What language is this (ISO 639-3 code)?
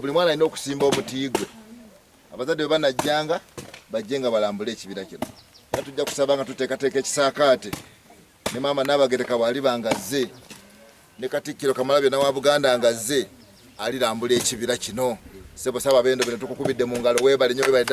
lug